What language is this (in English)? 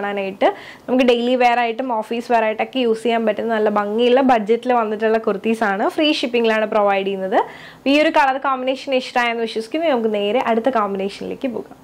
Malayalam